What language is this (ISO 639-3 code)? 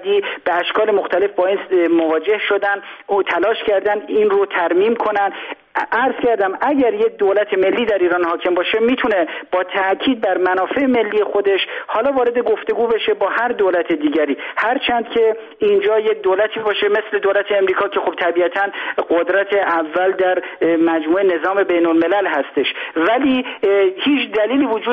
fas